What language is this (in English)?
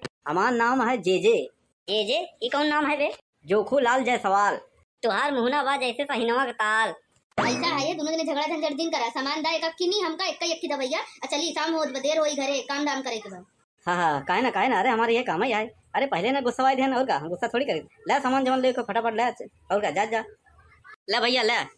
Awadhi